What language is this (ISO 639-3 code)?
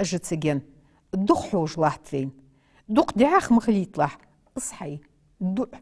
inh